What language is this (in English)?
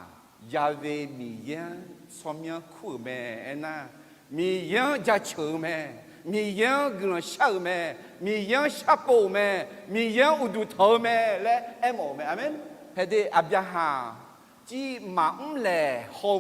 Akha